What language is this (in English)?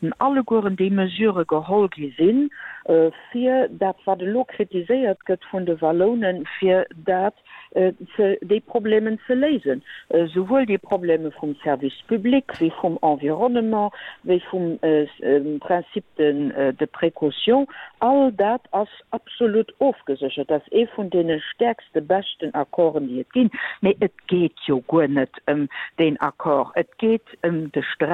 Luxembourgish